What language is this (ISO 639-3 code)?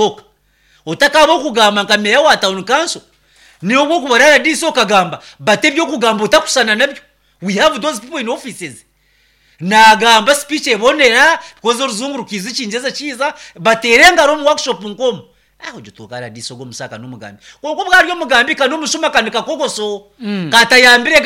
nyn